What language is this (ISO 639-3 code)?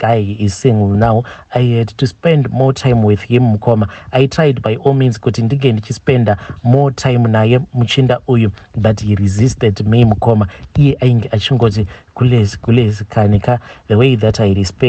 sna